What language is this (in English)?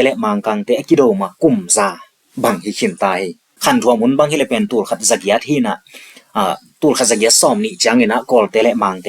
Tedim Chin